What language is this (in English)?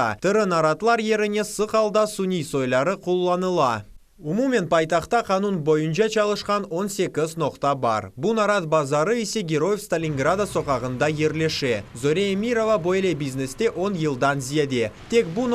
Crimean Tatar